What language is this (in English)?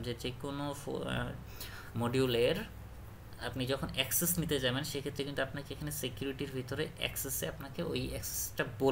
Bangla